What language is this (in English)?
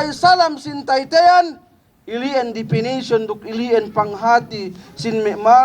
Yakan